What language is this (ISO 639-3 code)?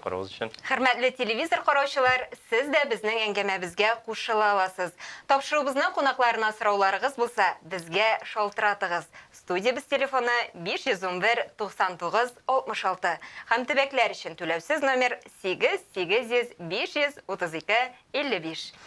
tat